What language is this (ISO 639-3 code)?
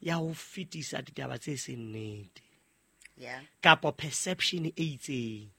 sot